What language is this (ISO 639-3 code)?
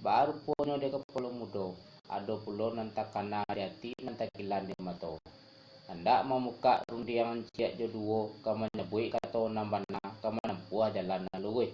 min